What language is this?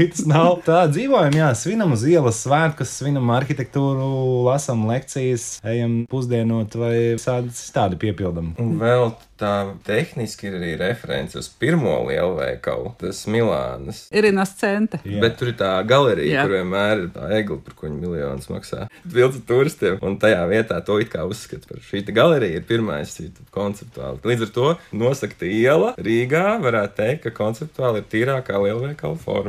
Latvian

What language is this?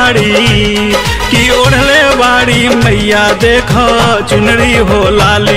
Bhojpuri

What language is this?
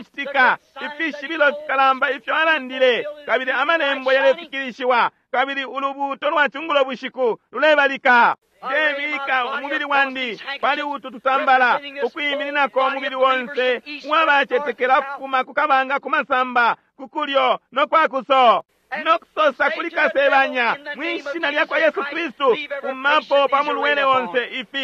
Bemba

